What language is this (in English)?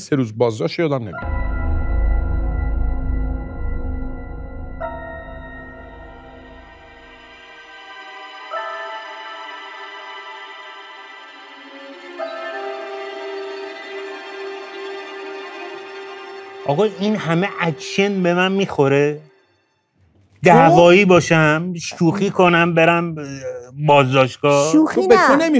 Persian